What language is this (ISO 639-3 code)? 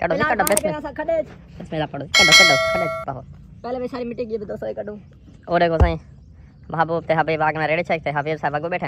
skr